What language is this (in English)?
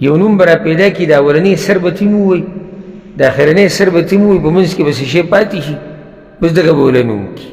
Pashto